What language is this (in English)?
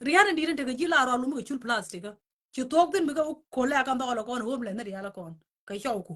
Nuer